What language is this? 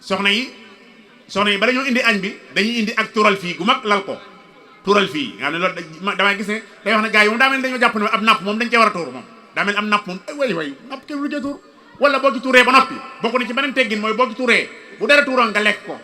Wolof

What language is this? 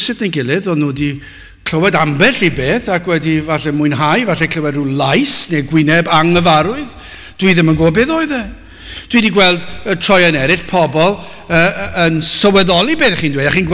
Welsh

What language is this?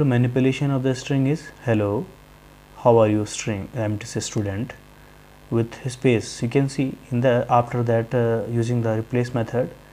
English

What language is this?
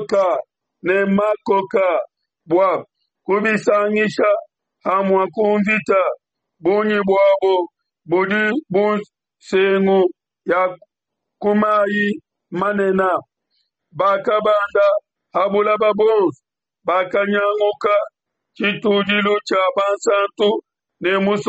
Luba-Lulua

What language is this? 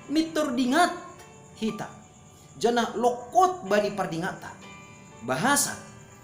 Batak Simalungun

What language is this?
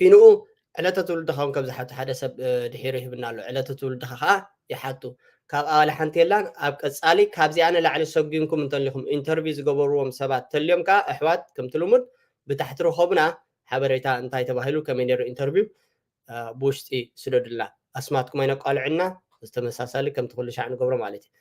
Tigrinya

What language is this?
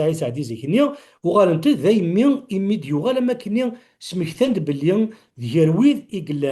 Kabyle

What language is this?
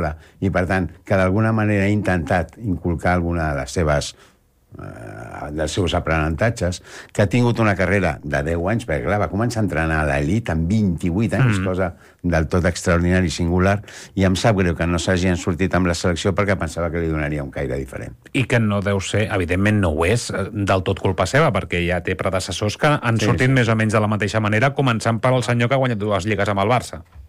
Catalan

